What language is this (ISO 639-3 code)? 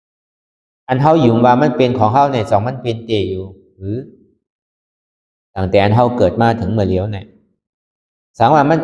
shn